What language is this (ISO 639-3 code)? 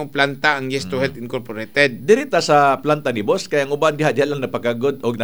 ceb